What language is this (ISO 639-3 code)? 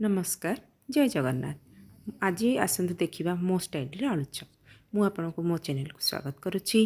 ori